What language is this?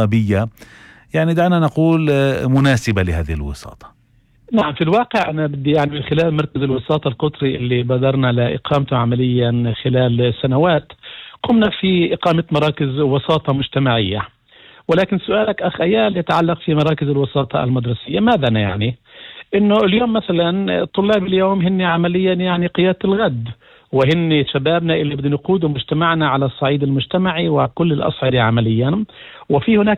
North Levantine Arabic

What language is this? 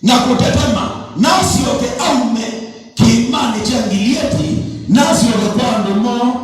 Kamba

